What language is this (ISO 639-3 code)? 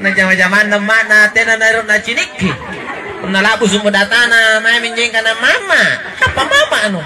mak